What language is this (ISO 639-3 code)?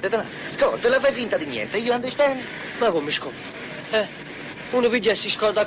nap